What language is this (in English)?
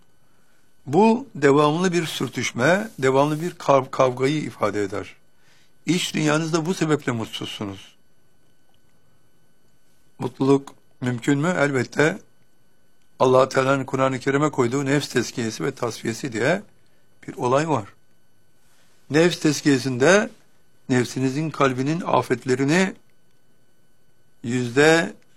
Turkish